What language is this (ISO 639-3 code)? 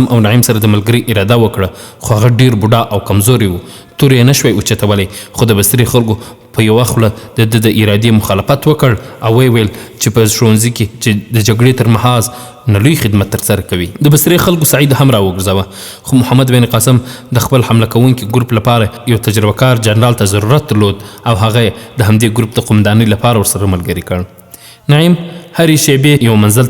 pus